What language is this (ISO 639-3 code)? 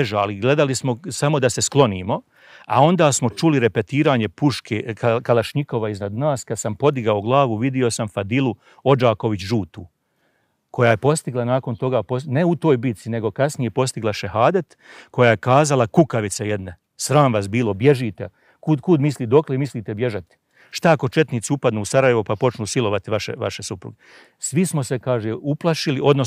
bos